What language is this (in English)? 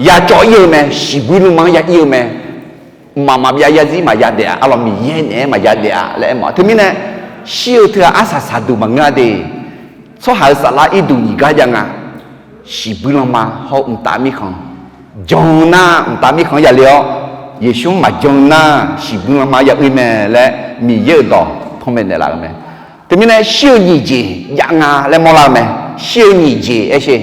Akha